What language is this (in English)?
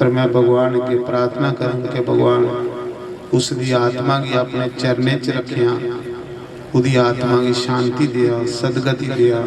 Dogri